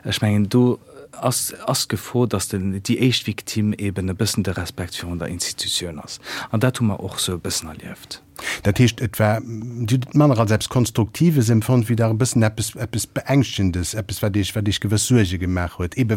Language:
Luxembourgish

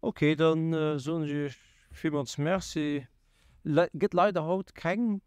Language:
Luxembourgish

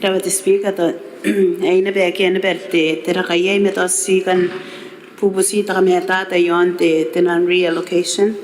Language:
Gilbertese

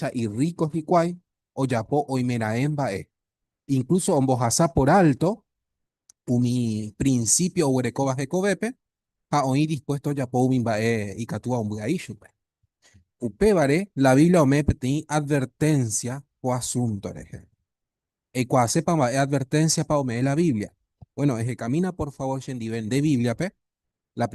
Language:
Guarani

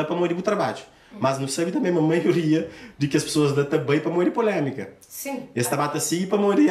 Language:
Kabuverdianu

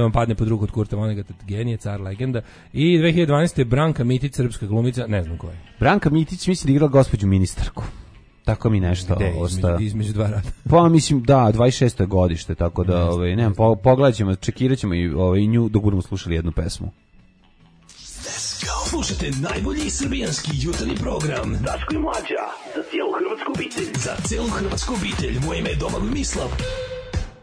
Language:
Serbian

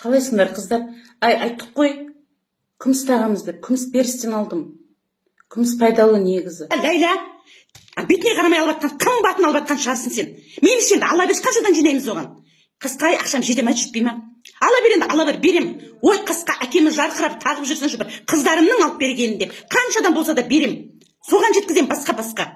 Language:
Kazakh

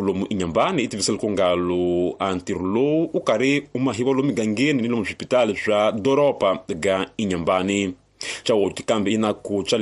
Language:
Tsonga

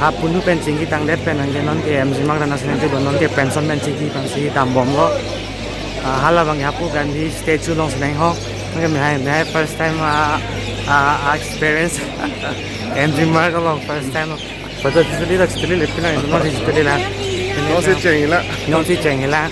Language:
Karbi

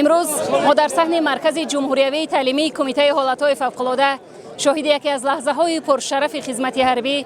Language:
Tajik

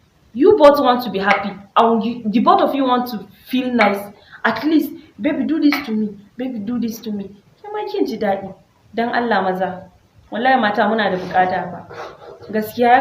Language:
Hausa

